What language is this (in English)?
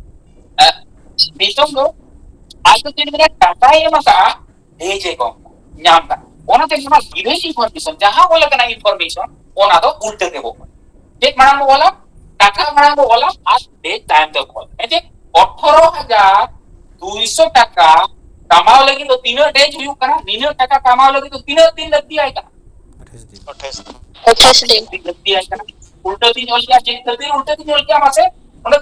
Santali